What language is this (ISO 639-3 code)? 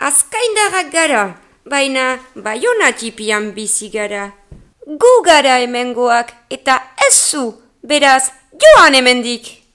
eus